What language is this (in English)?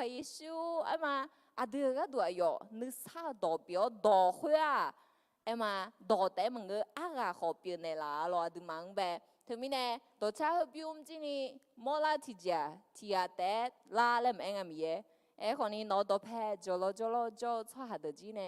Akha